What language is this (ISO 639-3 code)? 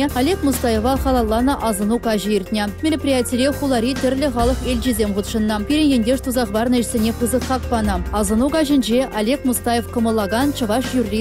chv